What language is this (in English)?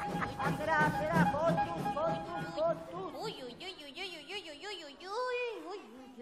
Basque